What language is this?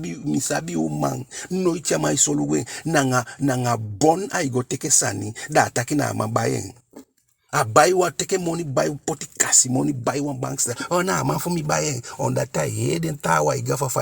Eastern Maroon Creole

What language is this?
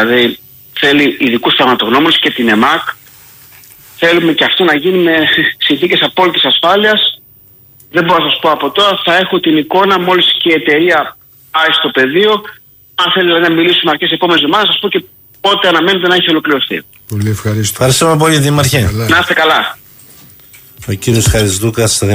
Greek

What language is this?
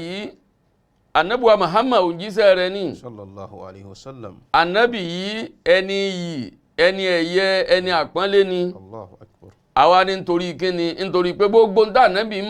Yoruba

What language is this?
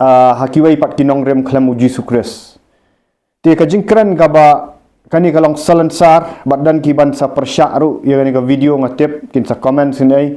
Khasi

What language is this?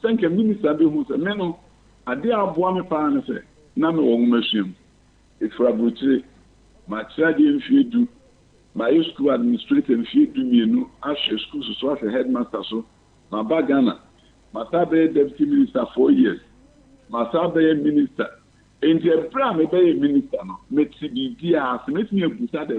Akan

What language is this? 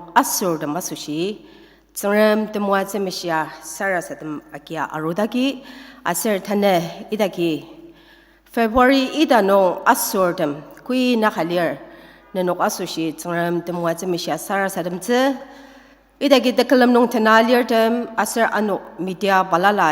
Ao Naga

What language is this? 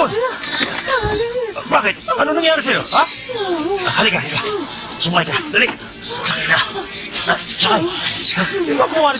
Filipino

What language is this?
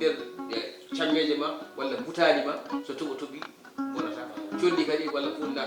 Fula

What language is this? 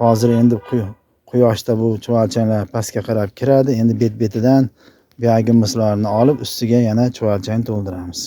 Uzbek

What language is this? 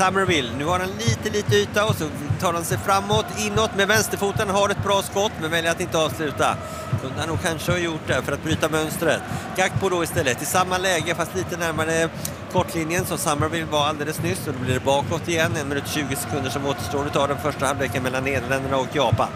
Swedish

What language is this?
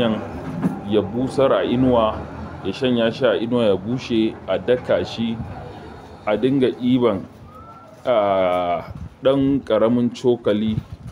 Hausa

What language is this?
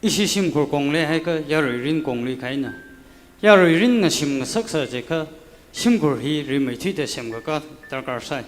Tangkhul Naga (India)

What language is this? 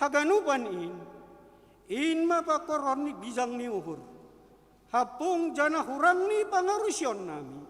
Batak Simalungun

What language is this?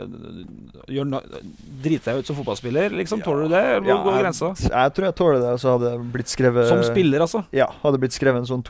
Norwegian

